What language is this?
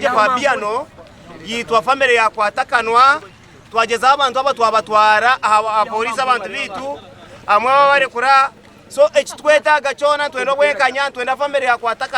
Nyankole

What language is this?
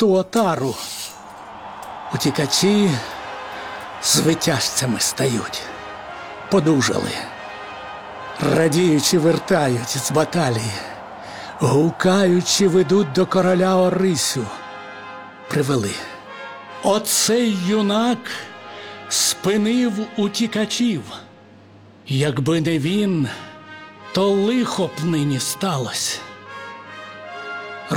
Ukrainian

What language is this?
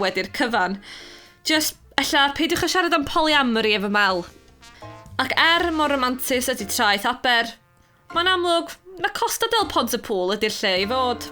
Welsh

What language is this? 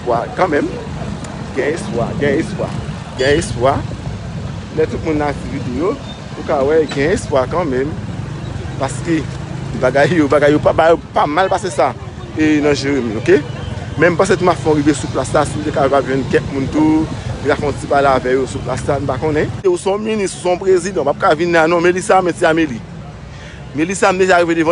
Haitian Creole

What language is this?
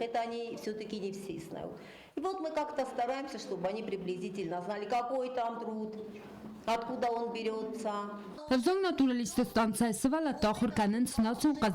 Ossetic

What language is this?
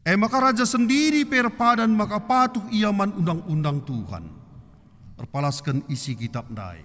Batak Karo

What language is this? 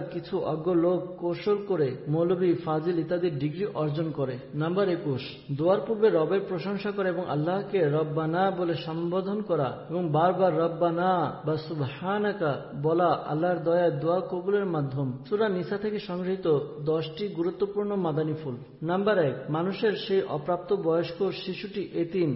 Bangla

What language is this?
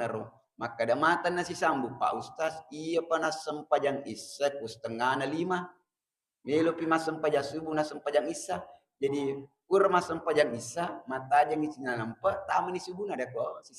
Buginese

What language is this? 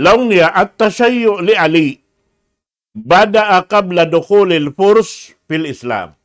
Tausug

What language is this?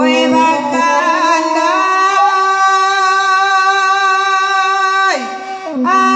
Minangkabau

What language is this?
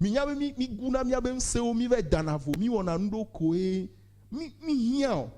Ewe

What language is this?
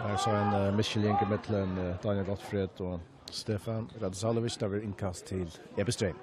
Faroese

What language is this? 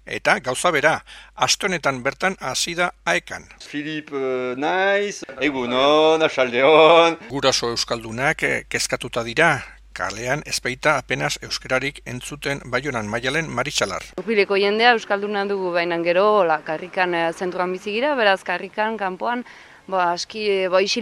Basque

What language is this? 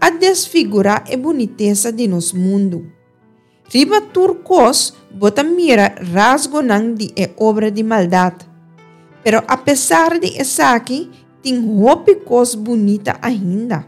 Papiamento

